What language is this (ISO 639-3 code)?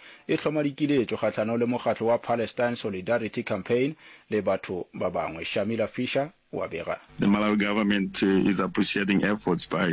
nso